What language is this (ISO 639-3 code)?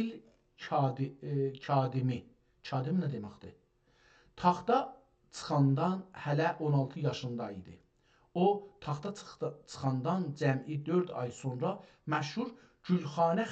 azb